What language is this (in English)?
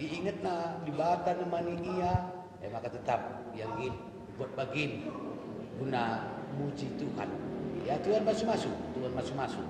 Batak Karo